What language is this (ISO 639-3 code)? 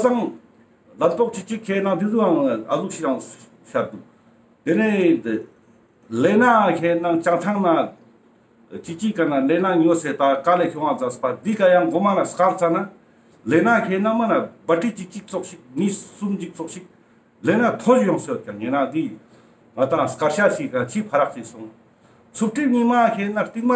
lbj